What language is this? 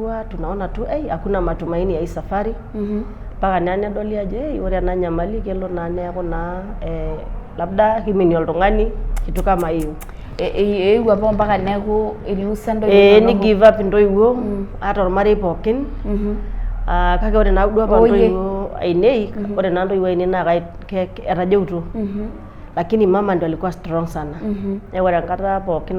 Masai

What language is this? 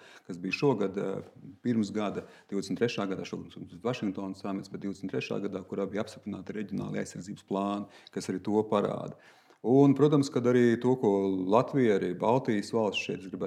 Latvian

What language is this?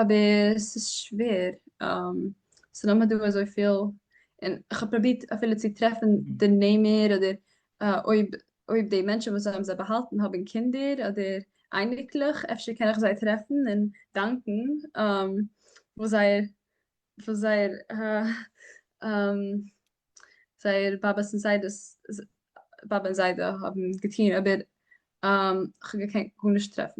Yiddish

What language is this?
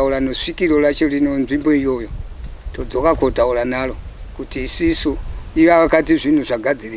Shona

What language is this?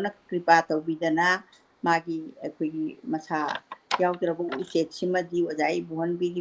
Manipuri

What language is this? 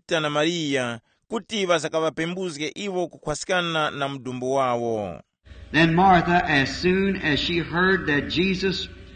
Tumbuka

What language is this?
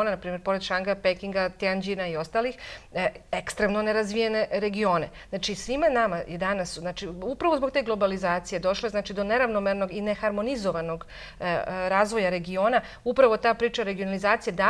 Serbian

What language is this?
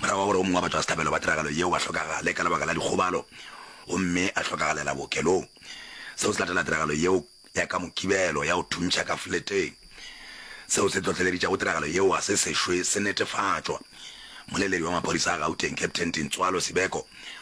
Northern Sotho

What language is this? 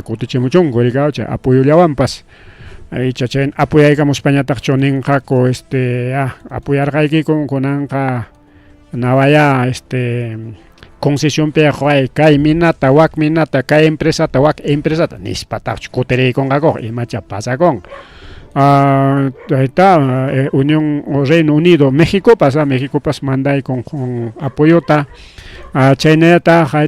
Ayacucho Quechua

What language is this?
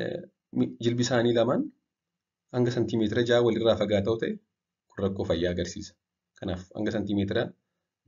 Oromo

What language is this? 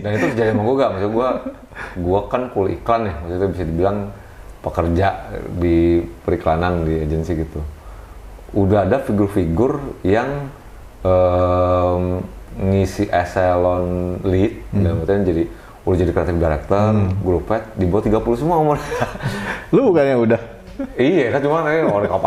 Indonesian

